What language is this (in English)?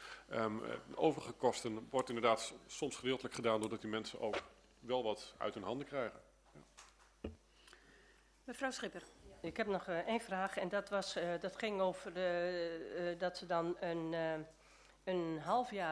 Dutch